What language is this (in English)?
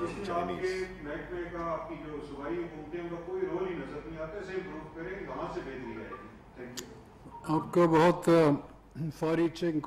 Urdu